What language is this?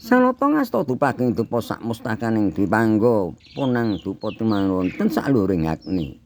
Javanese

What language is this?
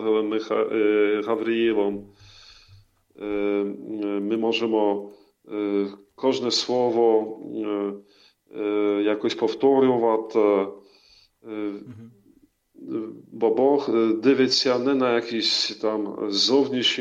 Ukrainian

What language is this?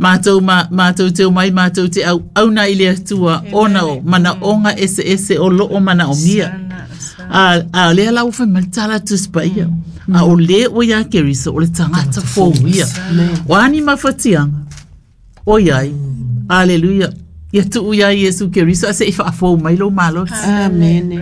Samoan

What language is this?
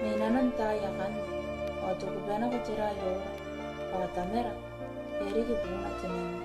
Gilbertese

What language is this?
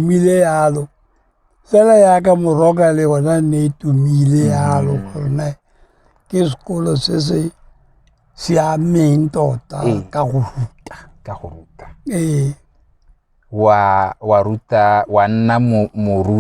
Tswana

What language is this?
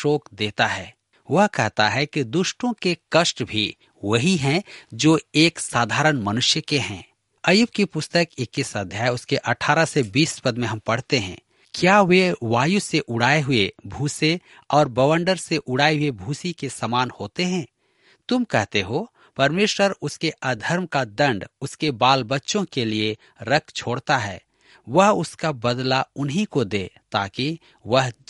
Hindi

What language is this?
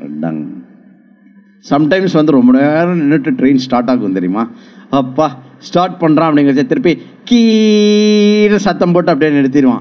Tamil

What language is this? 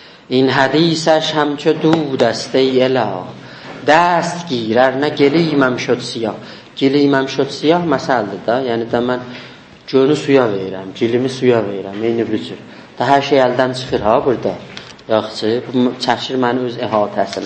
South Azerbaijani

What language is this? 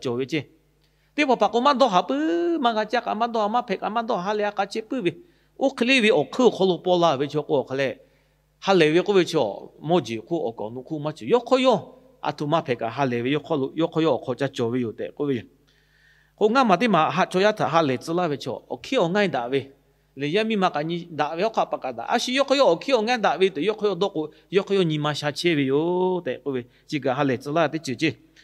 Lahu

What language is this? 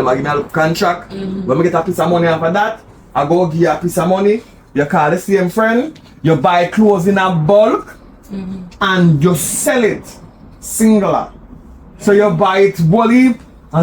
Jamaican Creole English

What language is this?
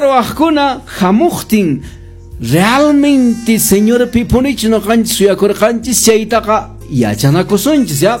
Quechua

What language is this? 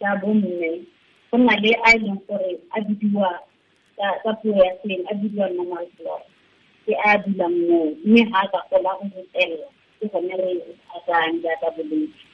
Tswana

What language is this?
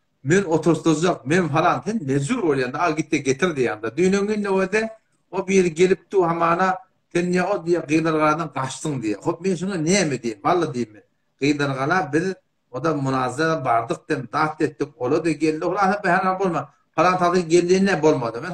Turkmen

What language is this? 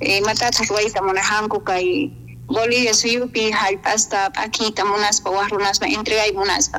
South Bolivian Quechua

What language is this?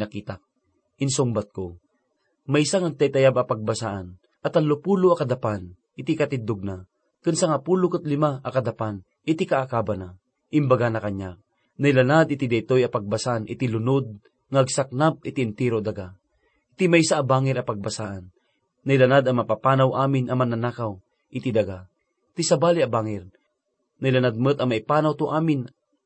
Iloko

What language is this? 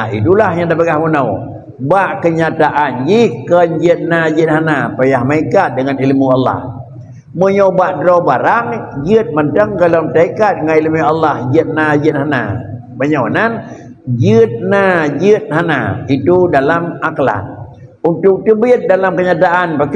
Achinese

